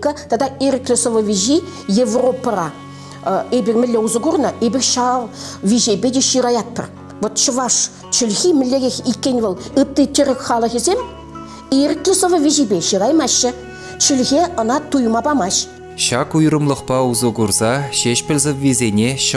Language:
Chuvash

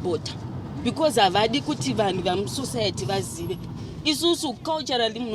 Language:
Shona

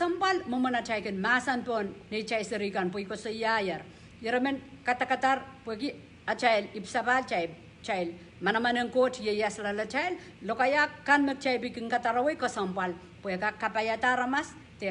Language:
Pohnpeian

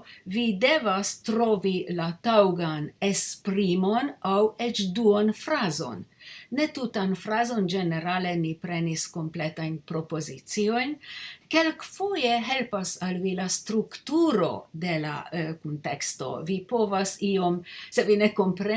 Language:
Esperanto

